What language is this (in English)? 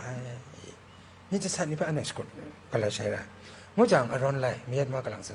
Kachin